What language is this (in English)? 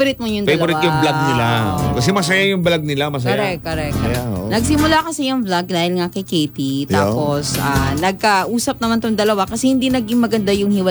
Filipino